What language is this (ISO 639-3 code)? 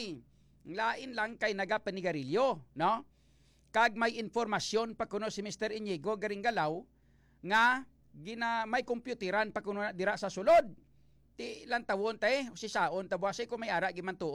hil